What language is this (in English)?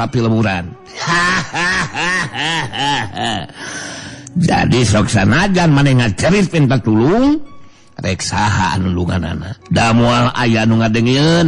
Sundanese